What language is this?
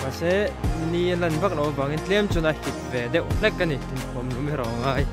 Mizo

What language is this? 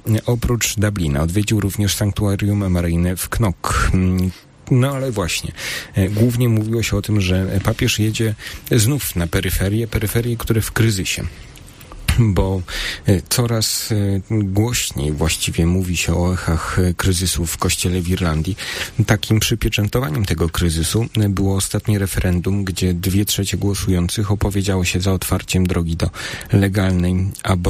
Polish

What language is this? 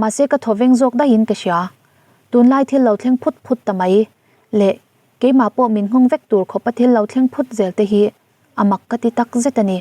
Mizo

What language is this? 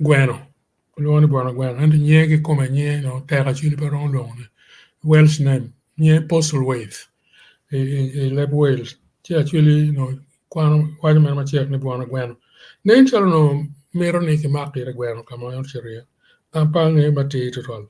Acoli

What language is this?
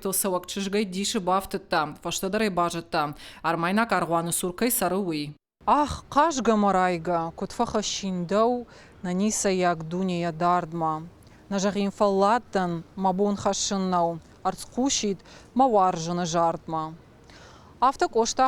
Ossetic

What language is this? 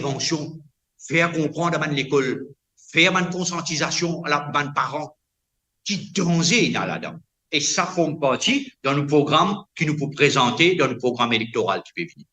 Morisyen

